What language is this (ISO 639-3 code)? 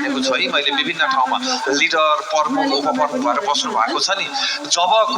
nep